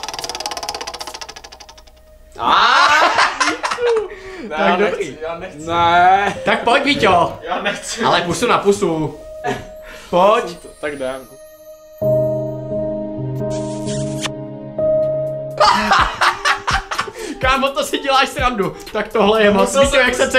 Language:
Czech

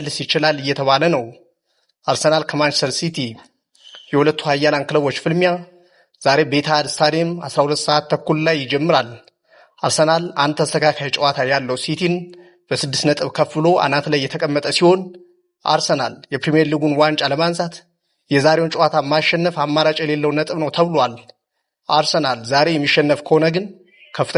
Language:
Amharic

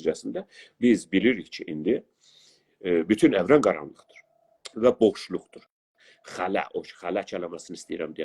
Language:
South Azerbaijani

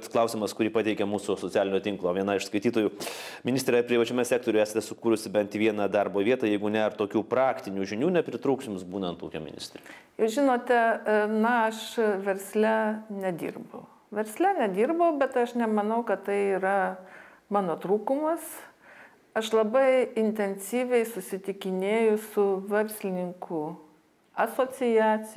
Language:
Lithuanian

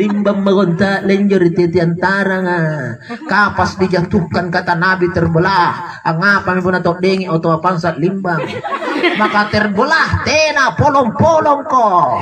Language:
Makasar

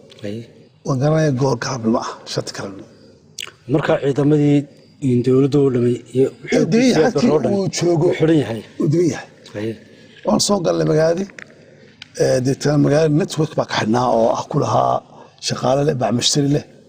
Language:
Somali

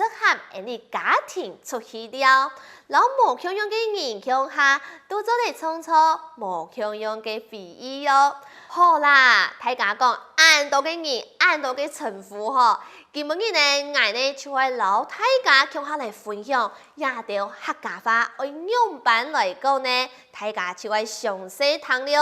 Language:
Hakka Chinese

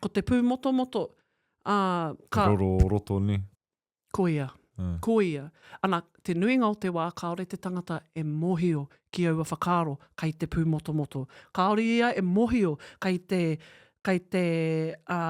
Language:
Māori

